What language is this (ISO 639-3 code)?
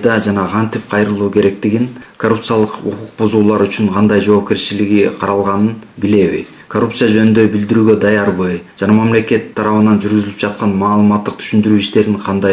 kir